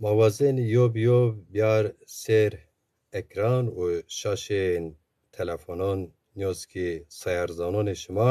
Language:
Zaza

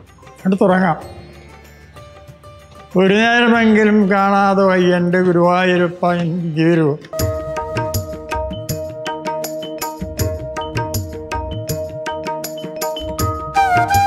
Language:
Malayalam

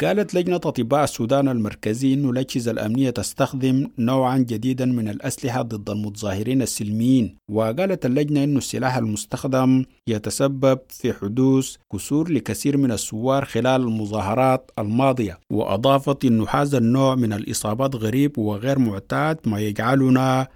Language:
Sudanese Arabic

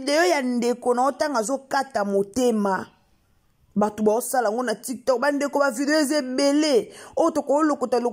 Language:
Lingala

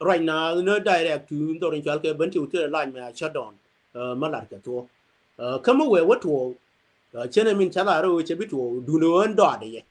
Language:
Nuer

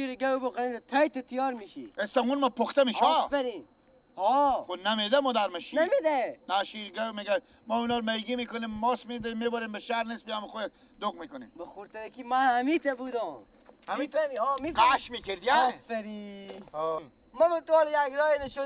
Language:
Persian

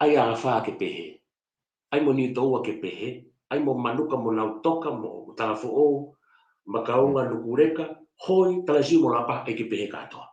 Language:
Tongan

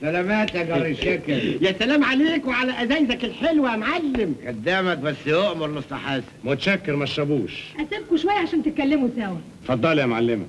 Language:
Egyptian Arabic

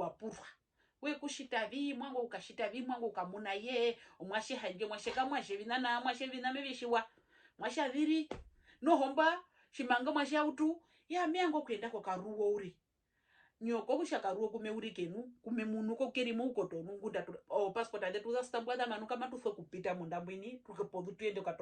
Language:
Herero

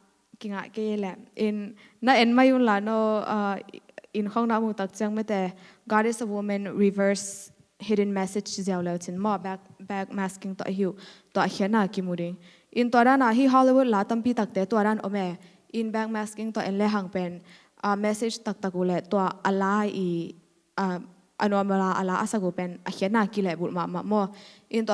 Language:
Tedim Chin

